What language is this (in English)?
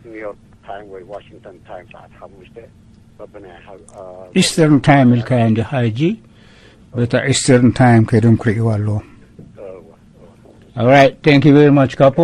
Tigrinya